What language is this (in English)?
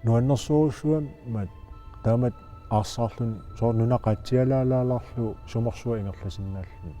Kalaallisut